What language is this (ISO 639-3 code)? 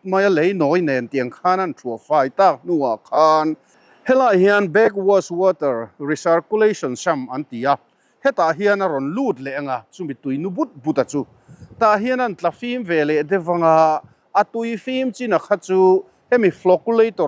lus